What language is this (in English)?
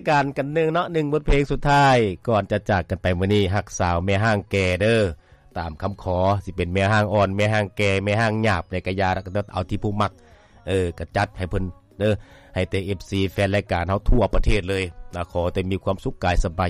Lao